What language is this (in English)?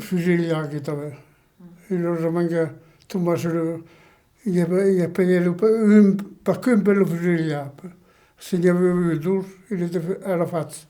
Occitan